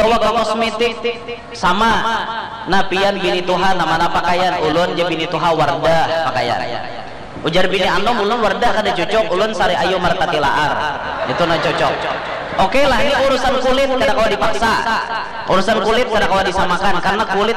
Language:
Banjar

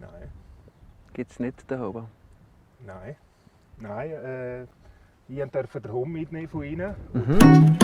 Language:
Swiss German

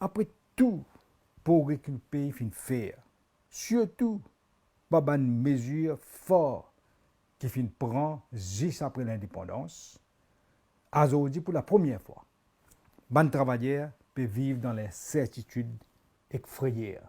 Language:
Morisyen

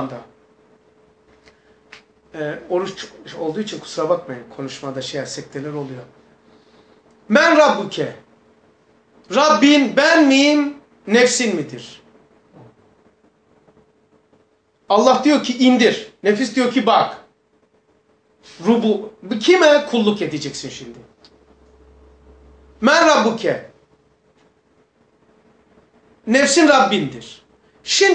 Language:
Turkish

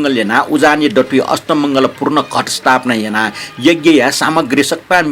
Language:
Newari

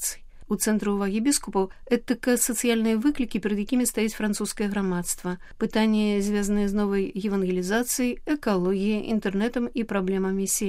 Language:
Belarusian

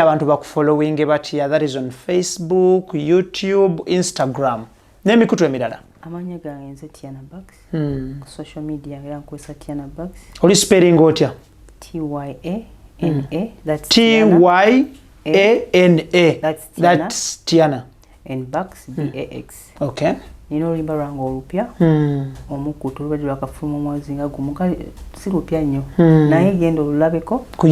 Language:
Ganda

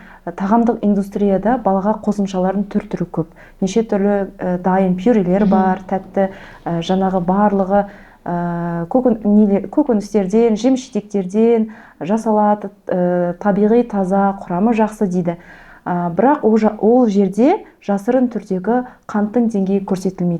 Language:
Kazakh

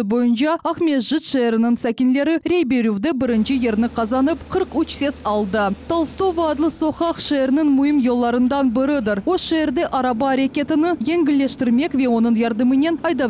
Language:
Crimean Tatar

